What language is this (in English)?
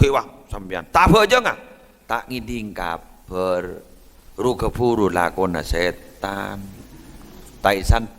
Madurese